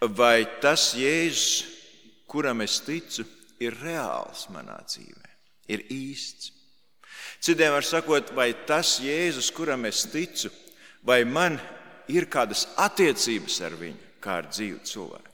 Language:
Latvian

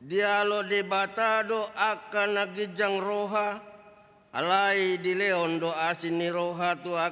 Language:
Batak Toba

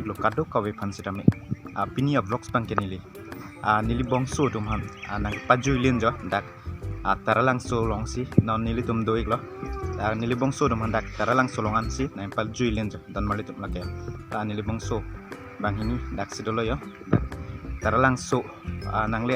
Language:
Karbi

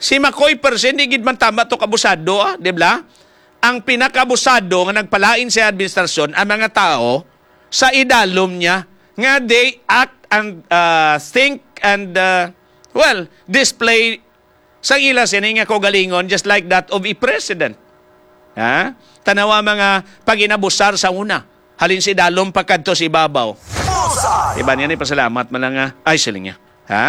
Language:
Hiligaynon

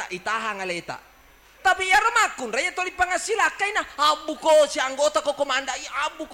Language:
Buginese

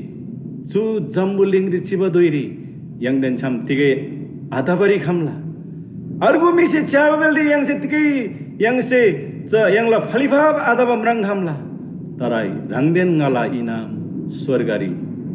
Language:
Eastern Tamang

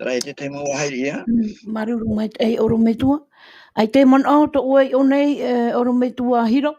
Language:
Tahitian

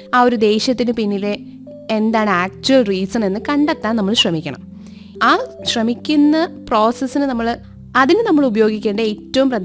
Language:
Malayalam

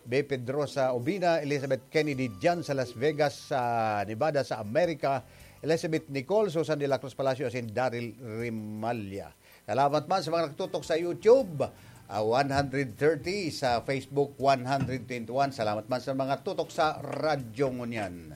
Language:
Bikol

